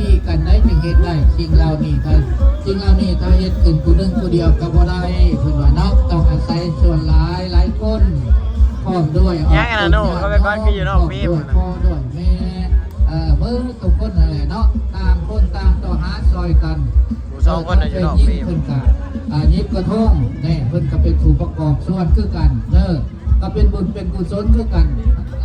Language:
Northeastern Thai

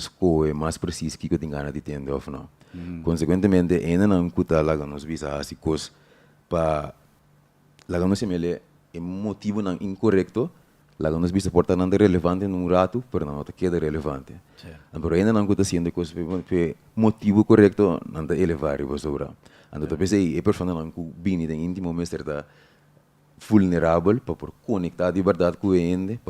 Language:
Papiamento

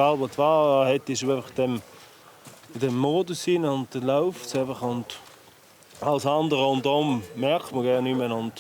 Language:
Swiss German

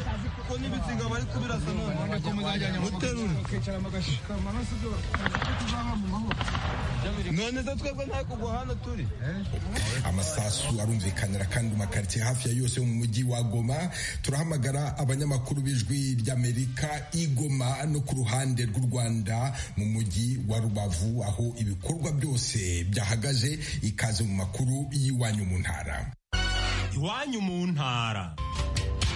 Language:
Kinyarwanda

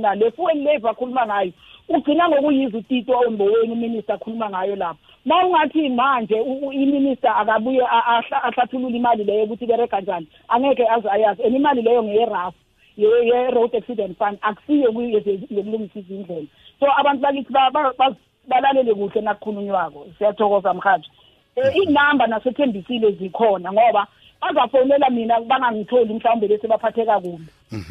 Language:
South Ndebele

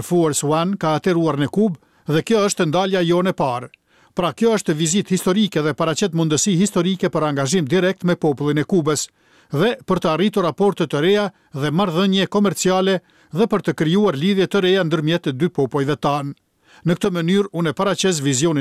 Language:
Albanian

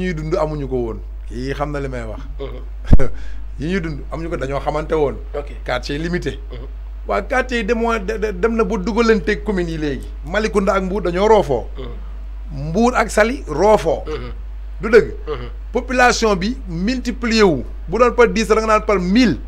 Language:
Wolof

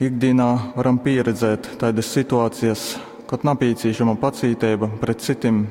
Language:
Latgalian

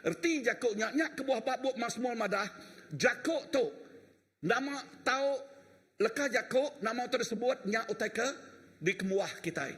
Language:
Iban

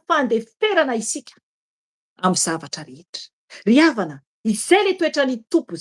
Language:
Malagasy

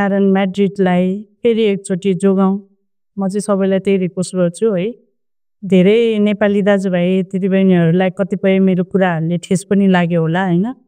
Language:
Nepali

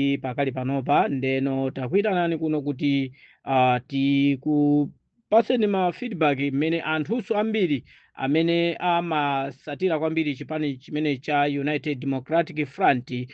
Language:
Nyanja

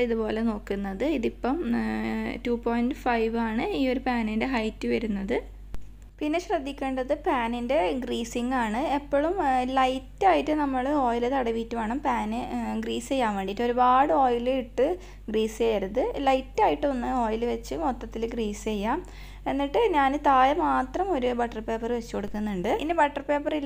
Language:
Malayalam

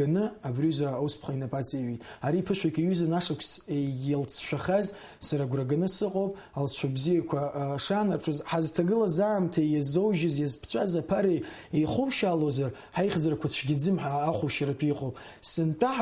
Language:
Abkhazian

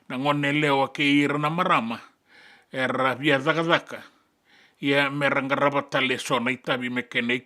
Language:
Fijian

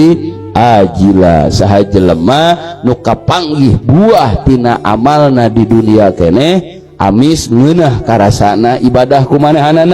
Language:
Sundanese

